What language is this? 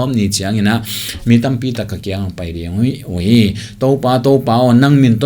Tedim Chin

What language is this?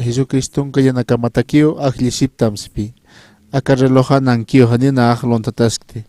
Aymara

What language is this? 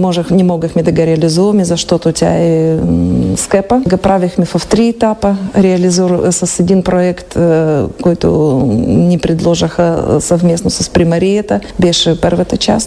Bulgarian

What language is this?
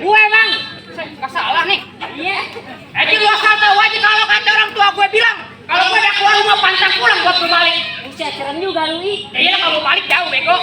Betawi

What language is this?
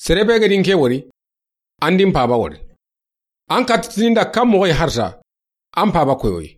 Soninke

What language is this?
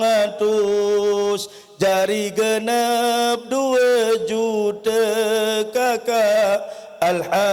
Sasak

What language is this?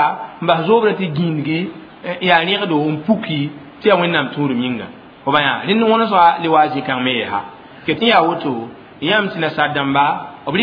Mossi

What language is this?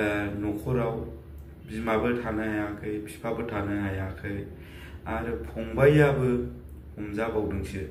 Bodo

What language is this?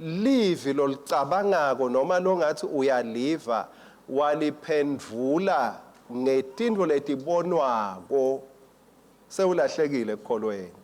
Swati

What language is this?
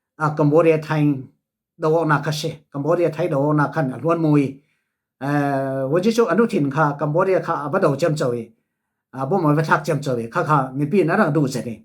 Falam Chin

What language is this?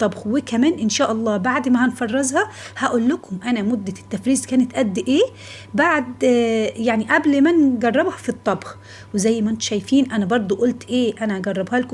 Egyptian Arabic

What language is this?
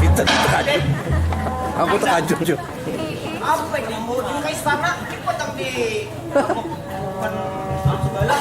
Banjar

